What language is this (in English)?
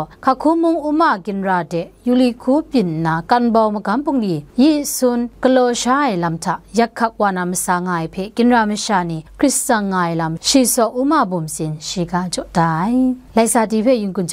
Kachin